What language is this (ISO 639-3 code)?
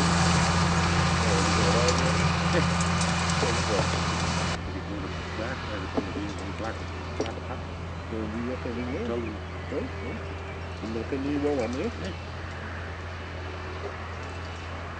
nld